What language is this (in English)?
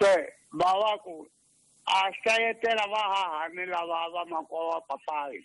Tsonga